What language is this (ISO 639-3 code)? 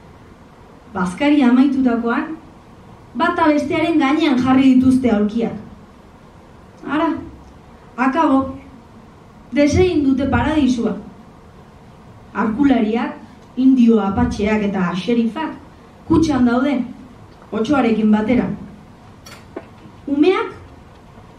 eus